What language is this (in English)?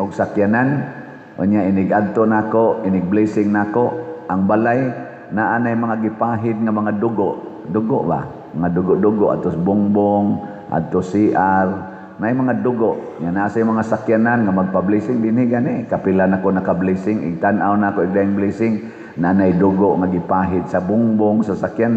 Cebuano